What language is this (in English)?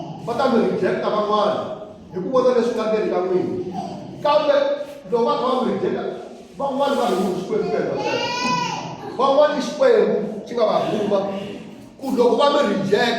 Tsonga